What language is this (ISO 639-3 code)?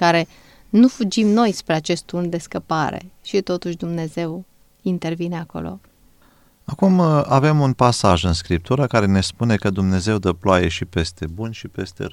ron